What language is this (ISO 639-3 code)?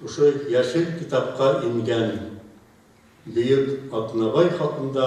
bak